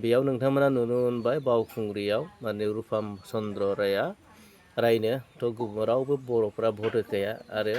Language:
Bodo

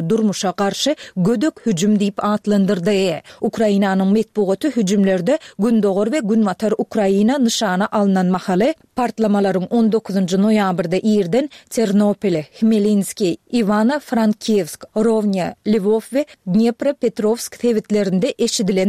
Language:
Turkmen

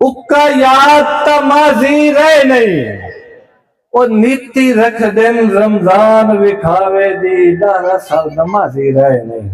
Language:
Saraiki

